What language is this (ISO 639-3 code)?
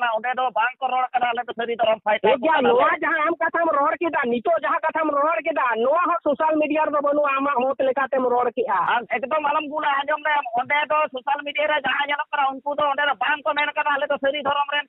sat